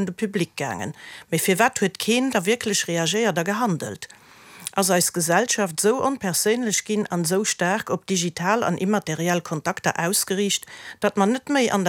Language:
Luxembourgish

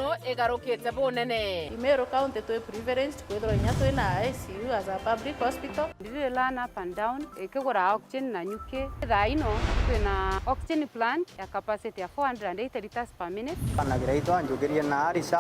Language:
Meru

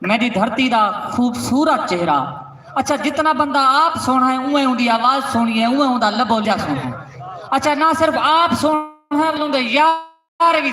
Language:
Saraiki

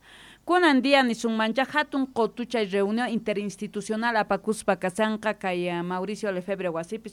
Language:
South Bolivian Quechua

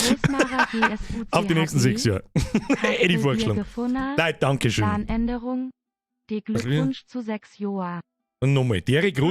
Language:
Bavarian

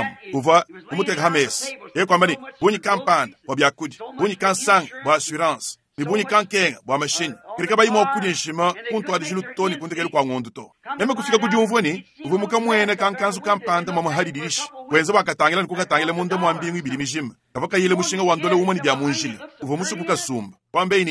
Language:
Luba-Lulua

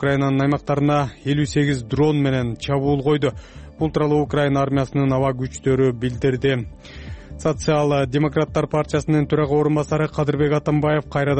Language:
Kyrgyz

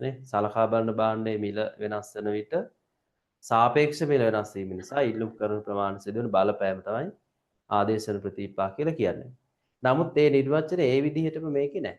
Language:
Sinhala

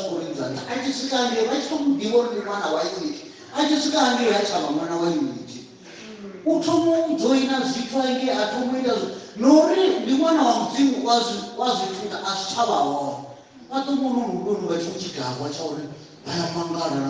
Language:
Venda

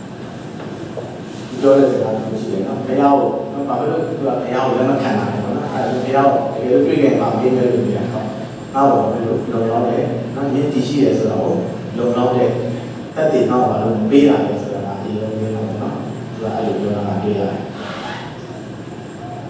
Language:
Burmese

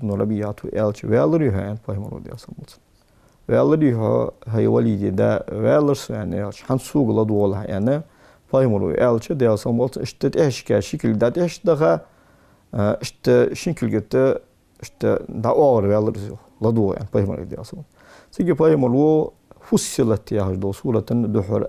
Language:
Ingush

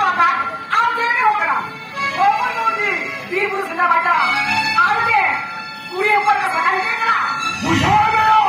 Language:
Santali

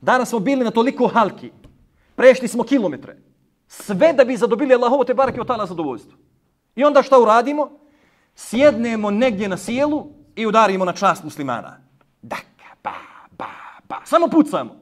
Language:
Bosnian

